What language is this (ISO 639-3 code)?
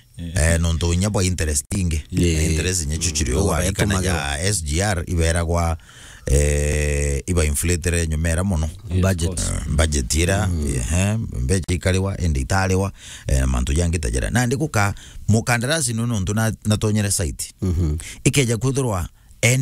mer